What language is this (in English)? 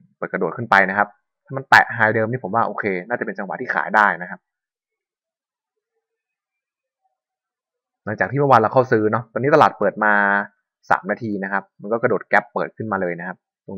Thai